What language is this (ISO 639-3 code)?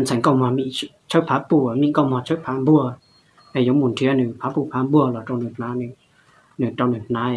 hmn